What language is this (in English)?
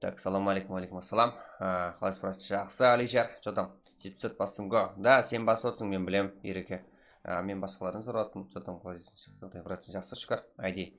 Kara-Kalpak